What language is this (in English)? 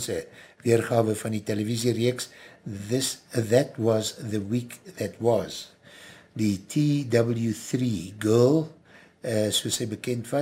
Afrikaans